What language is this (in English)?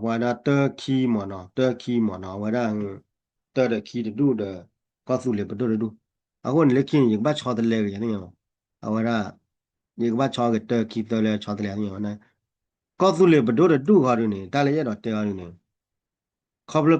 S'gaw Karen